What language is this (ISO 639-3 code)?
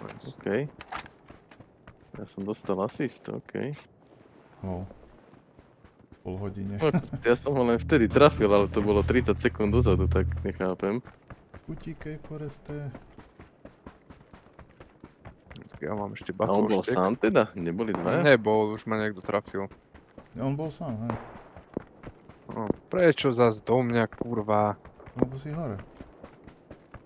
slk